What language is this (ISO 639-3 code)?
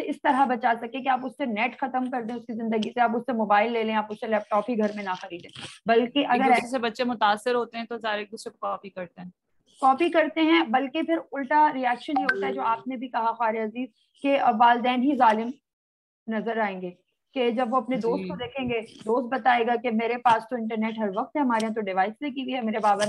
urd